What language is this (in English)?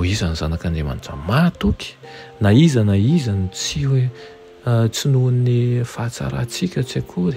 Malagasy